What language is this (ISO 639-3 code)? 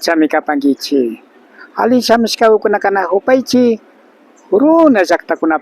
qvi